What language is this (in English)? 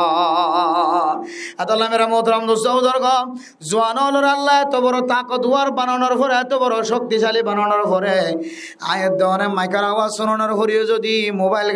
Rohingya